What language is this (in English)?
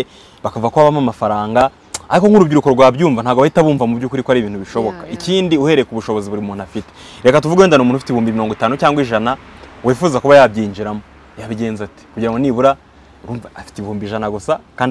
Kinyarwanda